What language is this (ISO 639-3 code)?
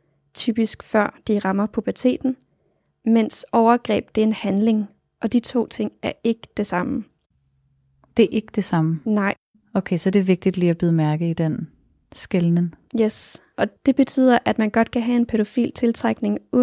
dan